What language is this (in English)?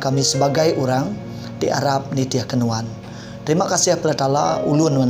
Iban